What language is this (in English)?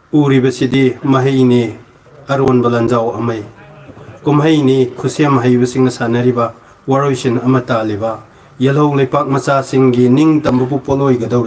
Manipuri